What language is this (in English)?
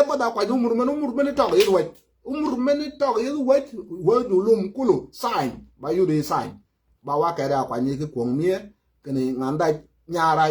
Nuer